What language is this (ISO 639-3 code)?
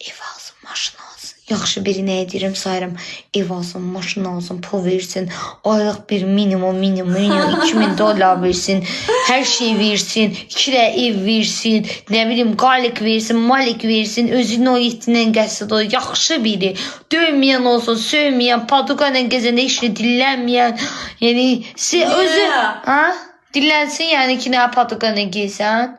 aze